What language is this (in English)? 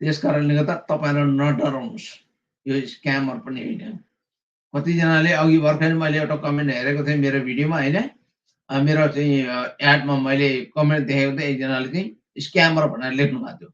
Nepali